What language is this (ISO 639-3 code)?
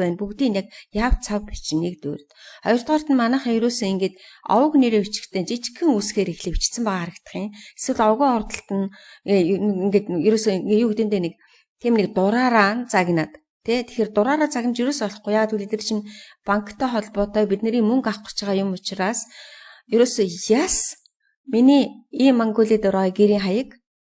mon